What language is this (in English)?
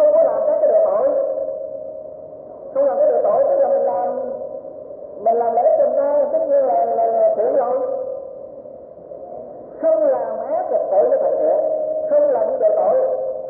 Vietnamese